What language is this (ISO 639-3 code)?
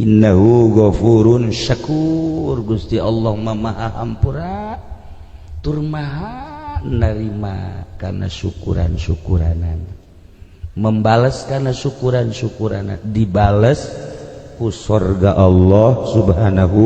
sun